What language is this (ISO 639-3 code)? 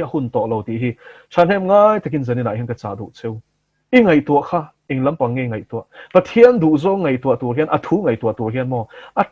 lus